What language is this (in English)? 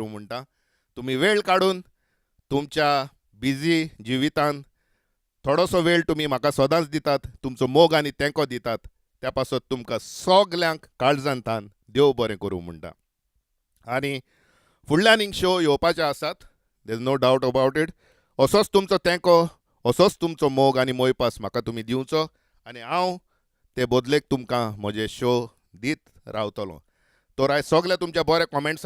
Konkani